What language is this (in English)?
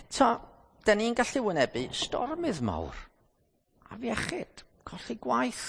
Welsh